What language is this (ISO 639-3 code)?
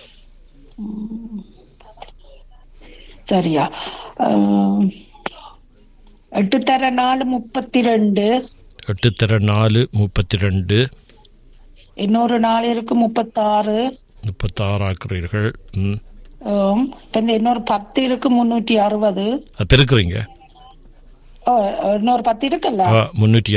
tam